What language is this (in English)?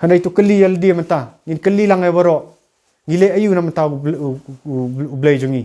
Khasi